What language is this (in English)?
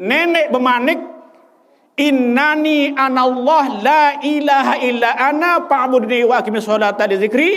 Sasak